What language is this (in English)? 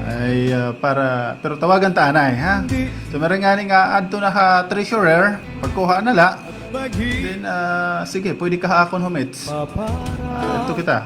Waray